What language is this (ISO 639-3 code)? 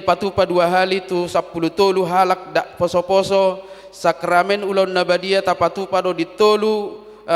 bbc